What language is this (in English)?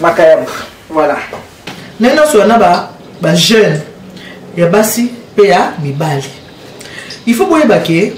Lingala